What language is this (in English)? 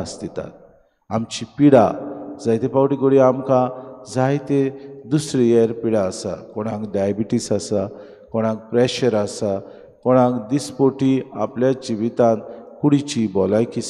Konkani